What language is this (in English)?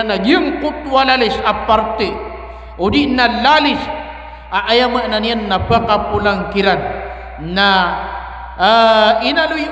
Maranao